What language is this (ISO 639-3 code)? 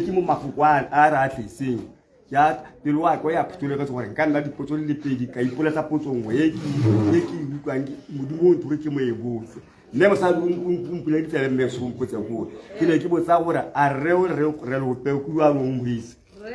tsn